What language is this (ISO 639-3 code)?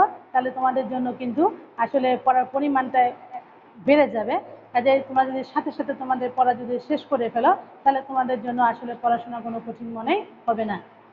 ben